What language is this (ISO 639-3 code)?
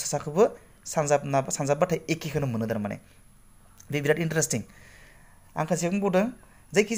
brx